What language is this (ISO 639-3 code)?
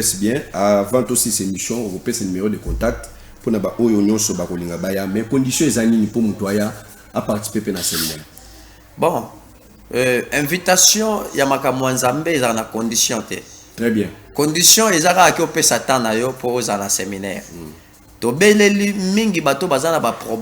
lin